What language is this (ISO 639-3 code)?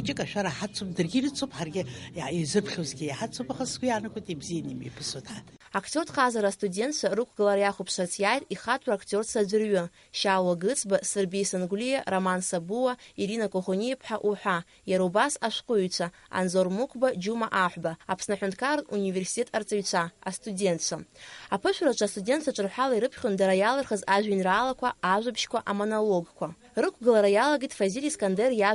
abk